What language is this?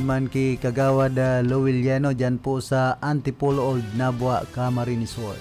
Bikol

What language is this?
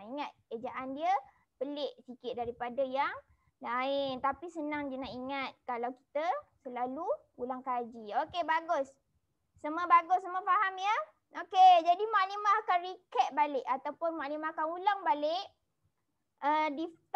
Malay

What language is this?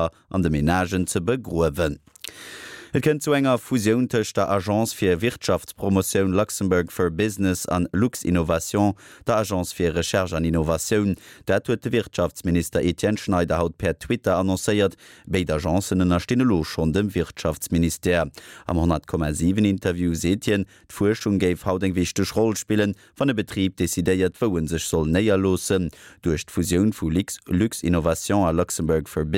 Luxembourgish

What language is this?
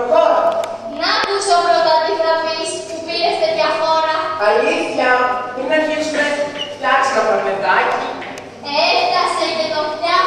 Greek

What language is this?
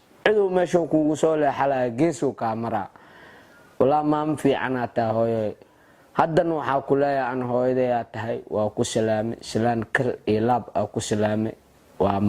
Somali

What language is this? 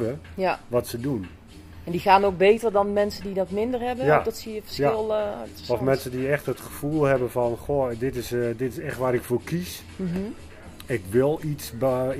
Dutch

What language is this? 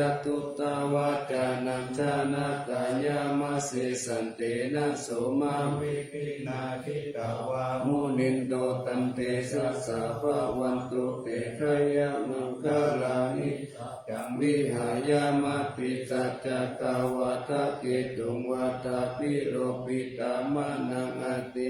Pali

